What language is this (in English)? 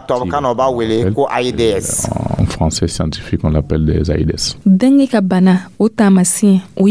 Dyula